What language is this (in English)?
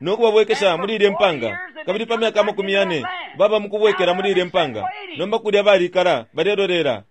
Bemba